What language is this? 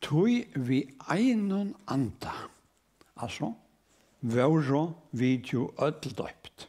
Faroese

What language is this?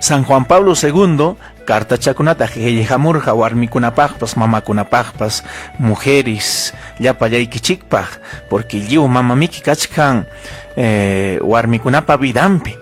Ayacucho Quechua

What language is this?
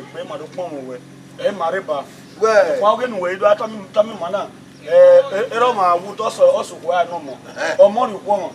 Bini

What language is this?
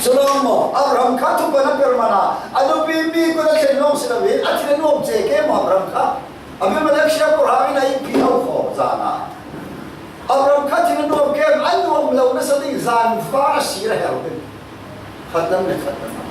Falam Chin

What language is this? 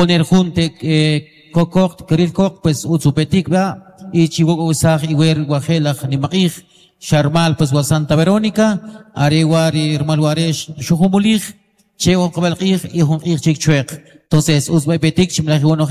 Kaqchikel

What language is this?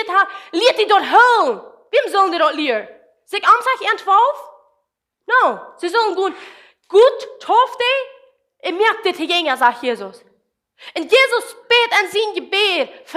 Plautdietsch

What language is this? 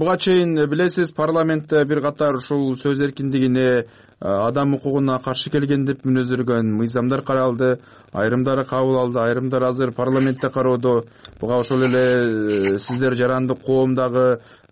Kyrgyz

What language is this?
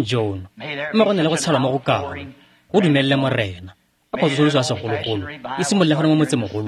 Tswana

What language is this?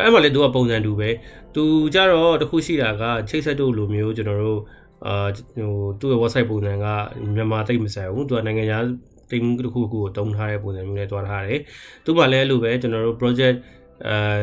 Burmese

